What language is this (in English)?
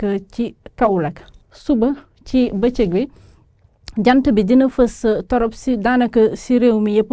Wolof